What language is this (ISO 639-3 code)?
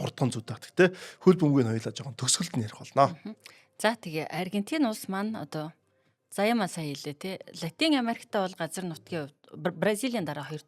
mon